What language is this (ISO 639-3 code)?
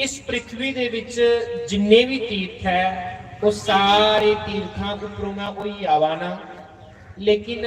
doi